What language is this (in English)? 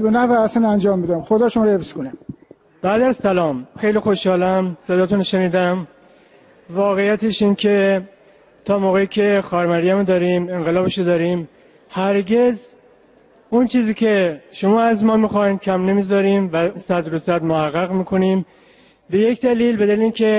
Persian